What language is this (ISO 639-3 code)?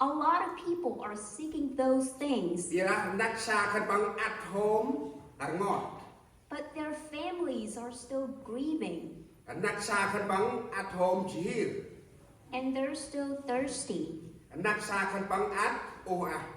cmo